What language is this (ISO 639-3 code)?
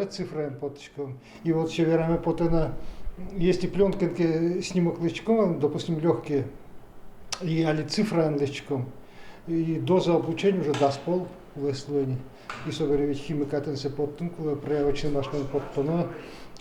udm